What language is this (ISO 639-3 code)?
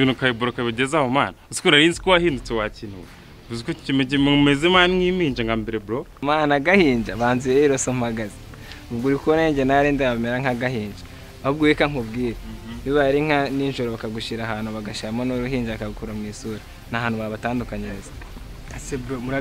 kin